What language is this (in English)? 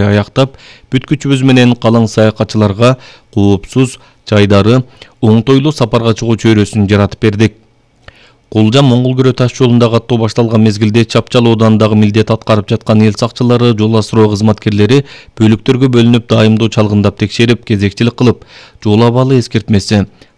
Kyrgyz